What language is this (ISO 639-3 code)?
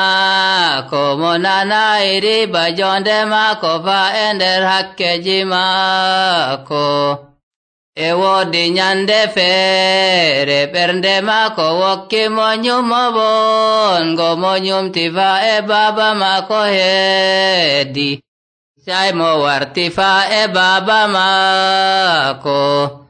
fuv